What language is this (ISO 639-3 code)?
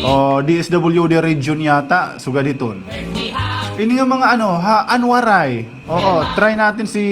war